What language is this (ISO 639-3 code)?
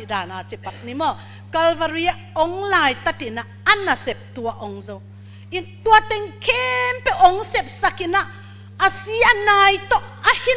ctd